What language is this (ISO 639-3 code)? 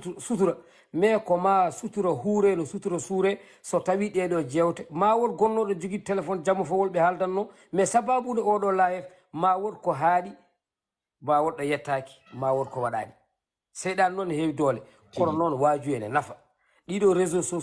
ful